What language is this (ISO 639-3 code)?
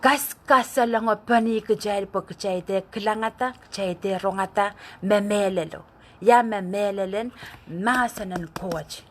pon